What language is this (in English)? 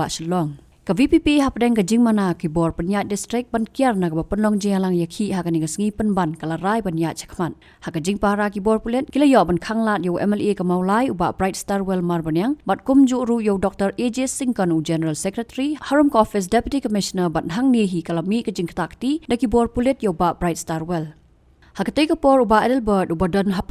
Khasi